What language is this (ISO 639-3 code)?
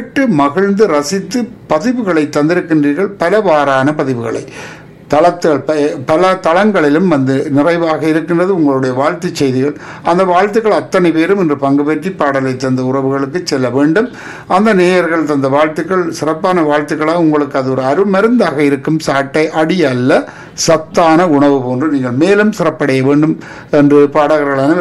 tam